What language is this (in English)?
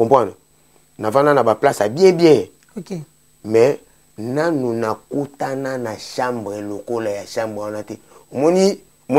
Lingala